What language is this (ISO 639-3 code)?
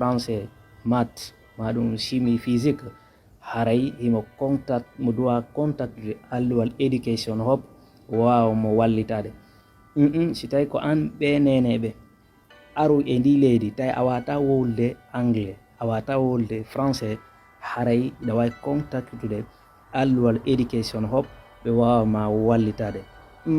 ful